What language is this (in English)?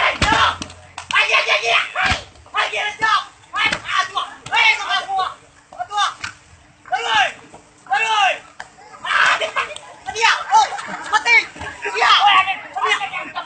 Minangkabau